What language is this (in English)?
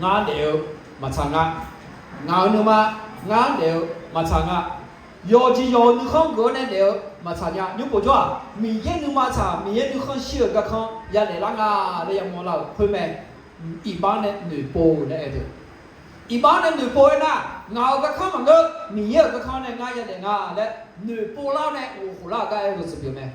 Akha